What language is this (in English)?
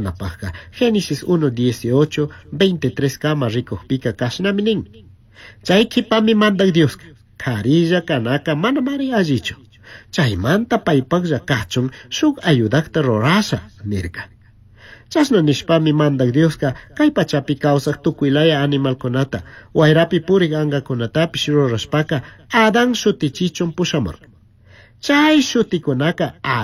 Chimborazo Highland Quichua